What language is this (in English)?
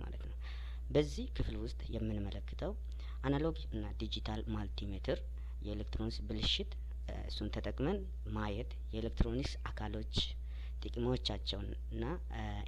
Amharic